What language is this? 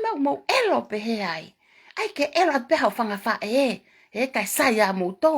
Tongan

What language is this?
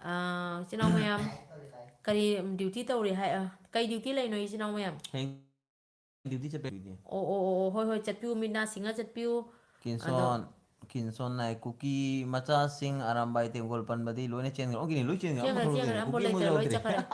Manipuri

